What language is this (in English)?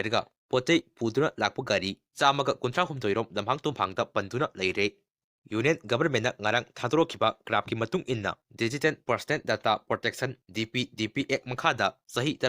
Manipuri